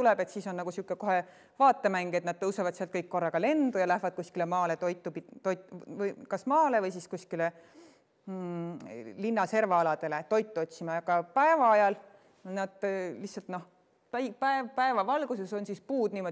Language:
Estonian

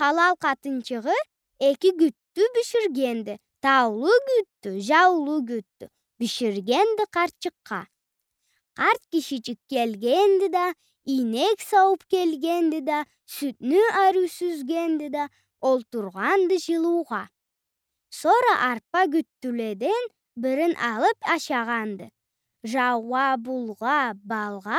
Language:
Karachay-Balkar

